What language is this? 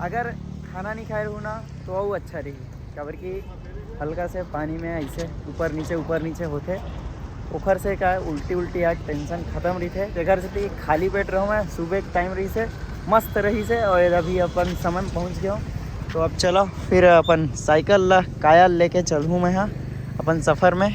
Chhattisgarhi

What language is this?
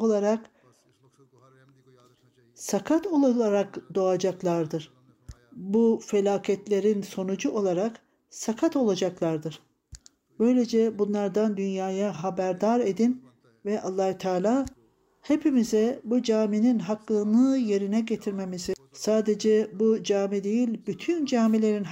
Turkish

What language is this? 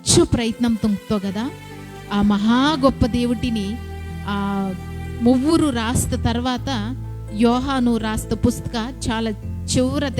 Koya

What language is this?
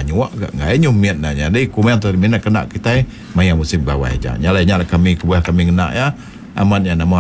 Iban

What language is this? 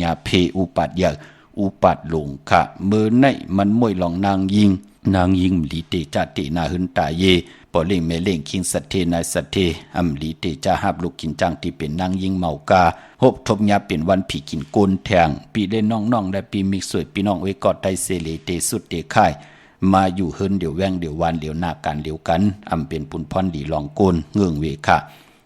Shan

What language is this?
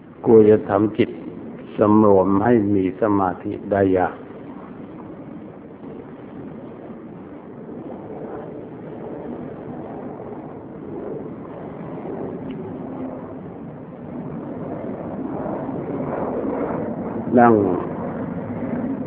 Thai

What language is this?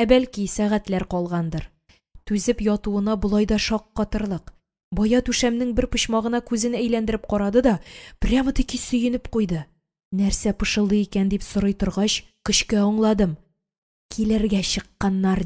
Tatar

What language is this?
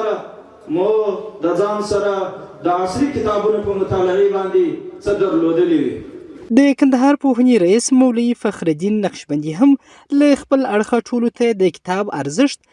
Pashto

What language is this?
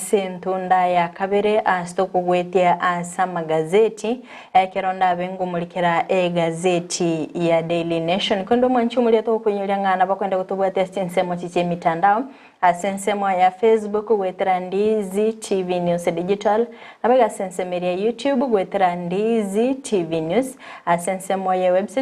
Gusii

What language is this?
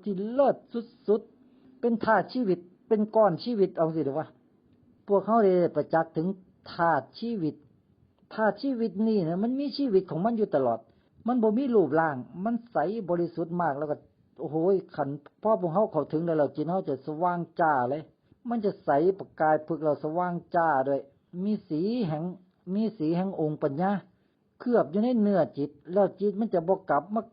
Lao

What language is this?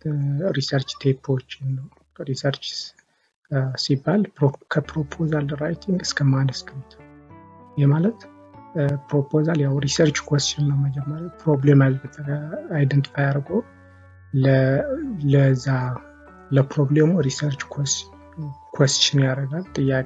Amharic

